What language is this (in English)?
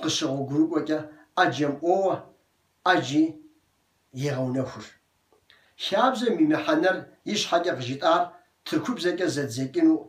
Kabardian